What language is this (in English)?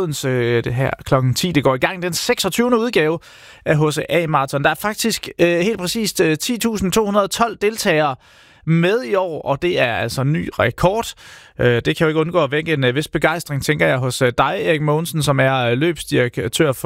Danish